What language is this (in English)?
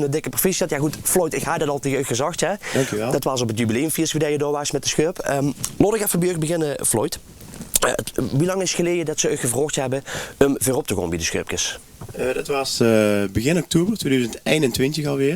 Limburgish